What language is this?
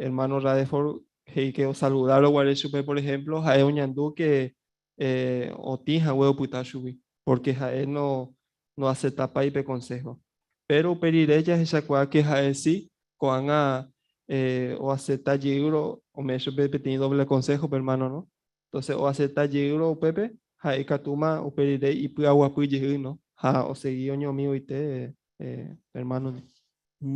Guarani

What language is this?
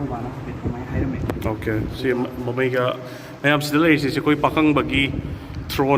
Manipuri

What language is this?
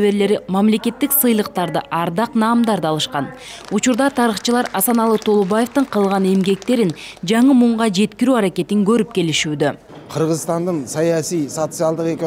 Kyrgyz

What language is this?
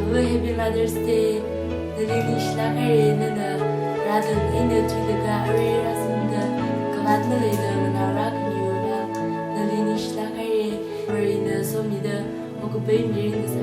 Tangkhul Naga (India)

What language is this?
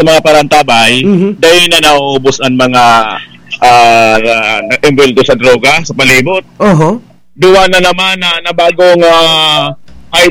Bikol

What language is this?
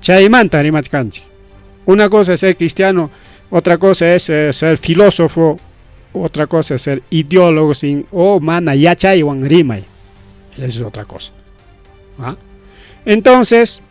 Ayacucho Quechua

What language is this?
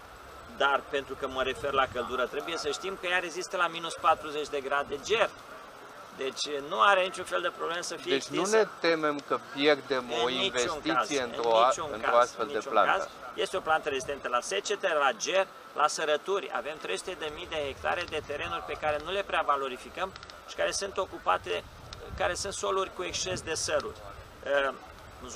Romanian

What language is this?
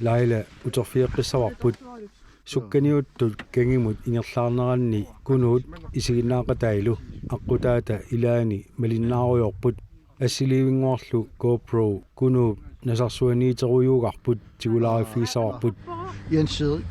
Kalaallisut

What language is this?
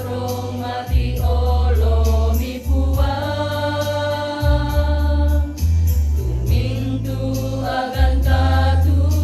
Toraja-Sa'dan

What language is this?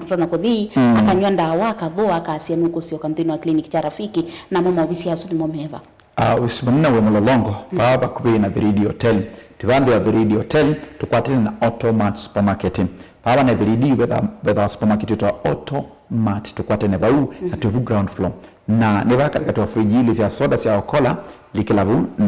Kamba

